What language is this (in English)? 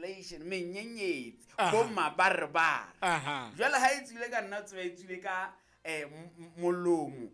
Southern Sotho